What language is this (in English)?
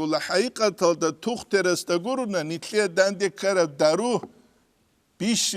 Avaric